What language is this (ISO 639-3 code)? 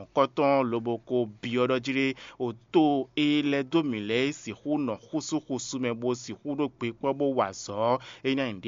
fon